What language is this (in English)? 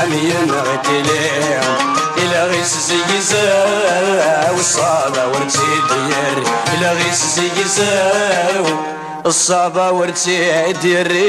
Kabyle